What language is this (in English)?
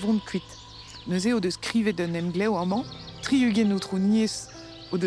Breton